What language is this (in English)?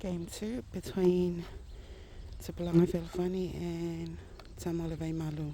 Samoan